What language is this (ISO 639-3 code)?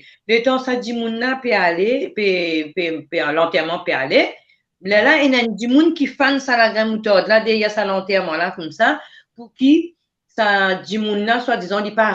mfe